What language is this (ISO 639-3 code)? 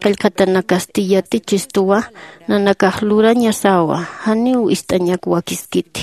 aym